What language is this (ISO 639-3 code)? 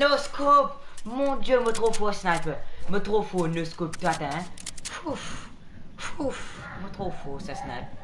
mfe